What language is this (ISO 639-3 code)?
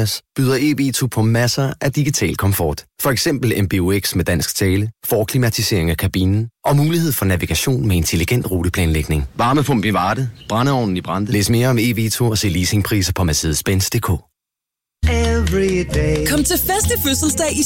dan